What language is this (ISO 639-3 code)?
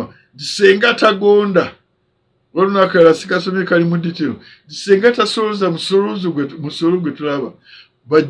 lug